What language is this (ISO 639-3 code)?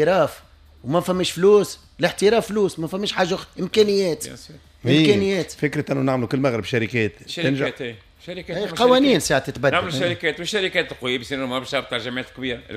aeb